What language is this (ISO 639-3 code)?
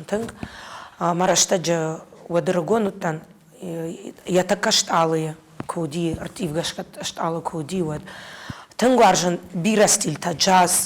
oss